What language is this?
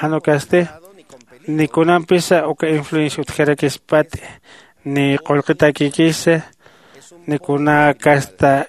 Aymara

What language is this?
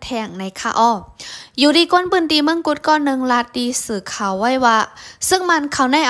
Shan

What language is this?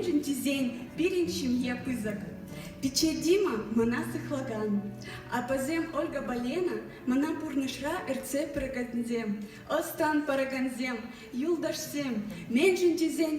Chuvash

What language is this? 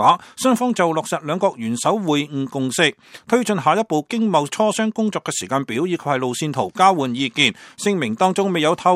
Cantonese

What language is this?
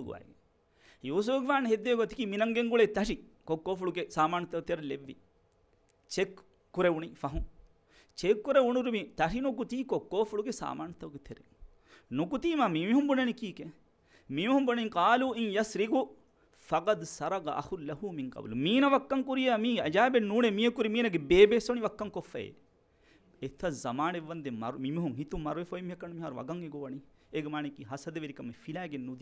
Divehi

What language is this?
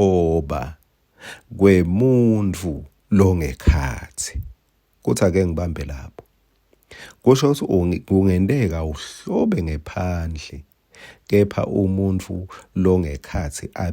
Swati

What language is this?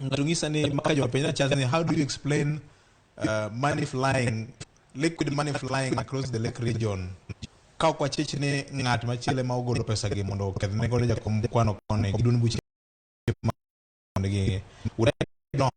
Luo (Kenya and Tanzania)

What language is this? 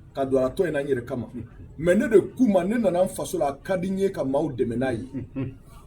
Bambara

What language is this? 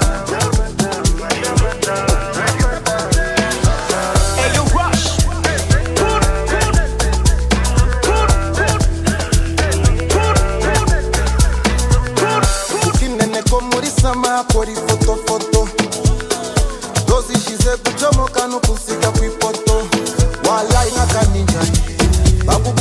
Kinyarwanda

